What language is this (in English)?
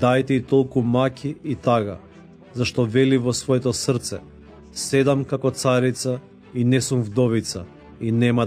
Macedonian